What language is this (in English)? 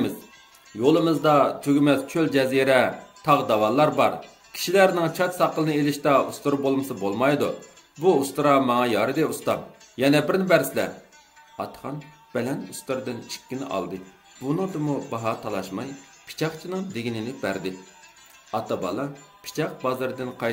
Uyghur